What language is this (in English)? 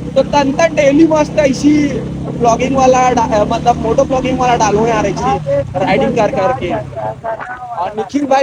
Chhattisgarhi